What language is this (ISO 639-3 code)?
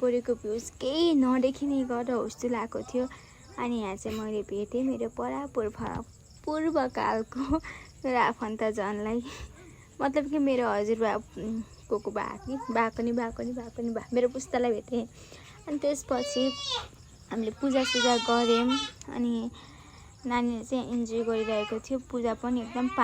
nep